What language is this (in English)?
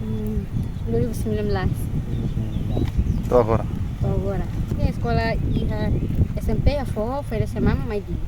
Tetum